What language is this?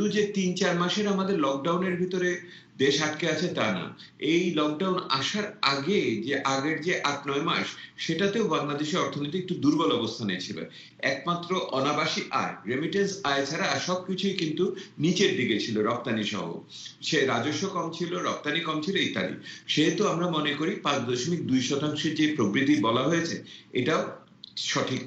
Bangla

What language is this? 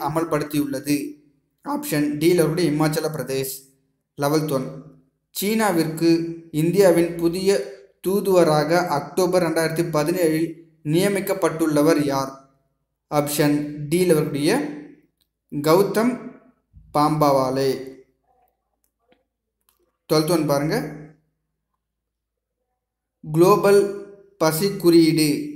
Tamil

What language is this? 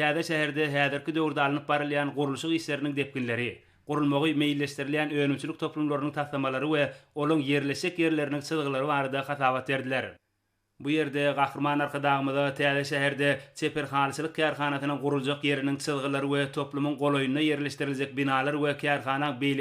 Turkmen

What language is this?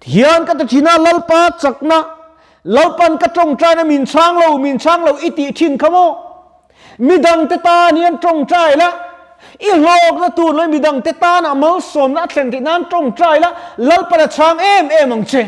Mizo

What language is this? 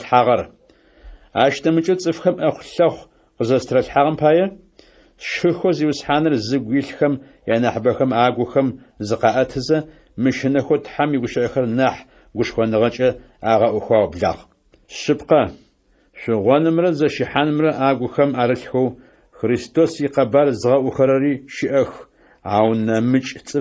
Adyghe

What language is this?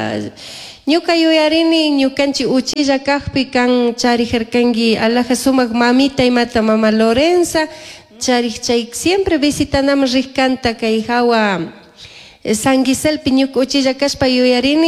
Chimborazo Highland Quichua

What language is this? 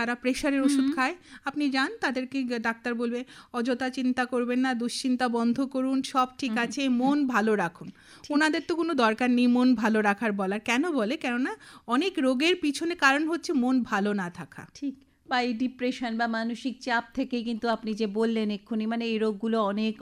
Bangla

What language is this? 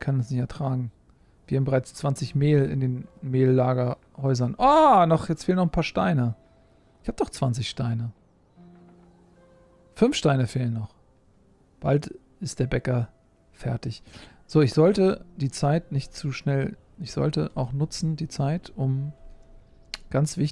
German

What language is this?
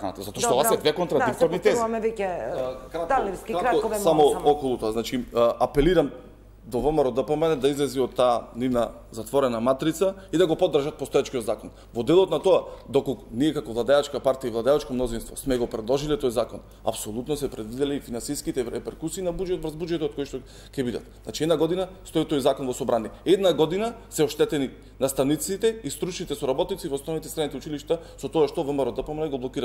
Macedonian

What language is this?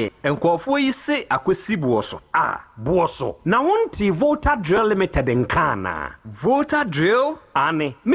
Akan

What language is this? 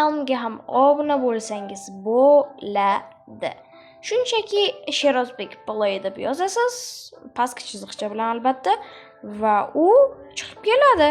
Uzbek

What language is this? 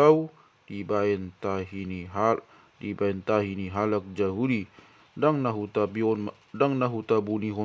Batak Toba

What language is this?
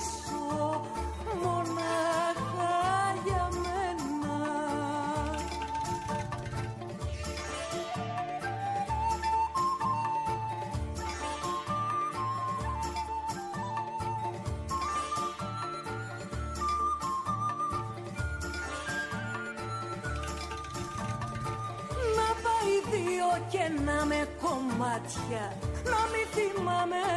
Greek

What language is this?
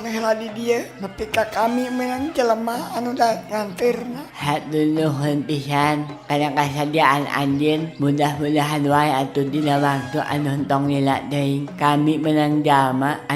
Sundanese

